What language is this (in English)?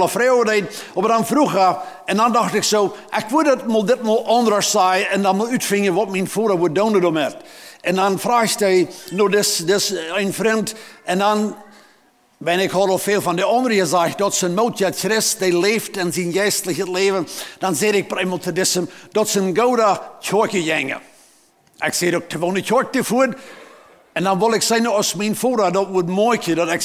Plautdietsch